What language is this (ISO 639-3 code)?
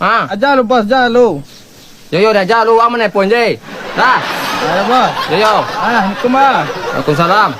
min